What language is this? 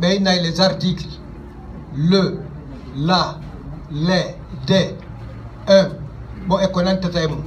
Fula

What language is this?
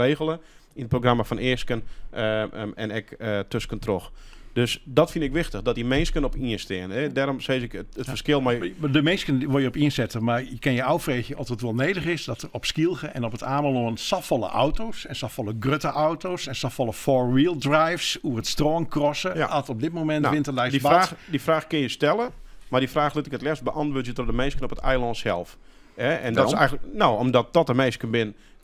Western Frisian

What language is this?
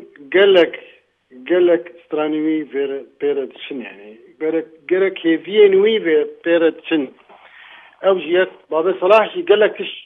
Kurdish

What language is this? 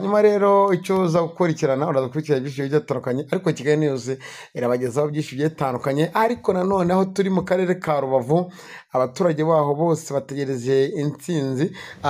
Kinyarwanda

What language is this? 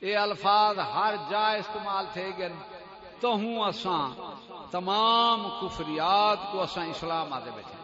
Saraiki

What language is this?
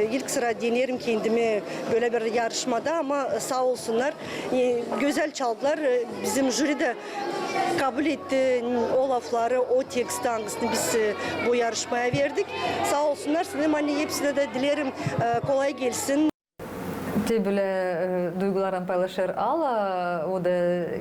Gagauz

